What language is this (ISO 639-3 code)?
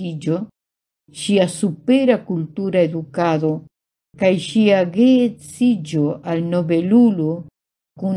epo